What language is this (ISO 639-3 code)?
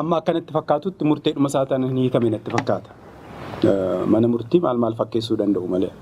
orm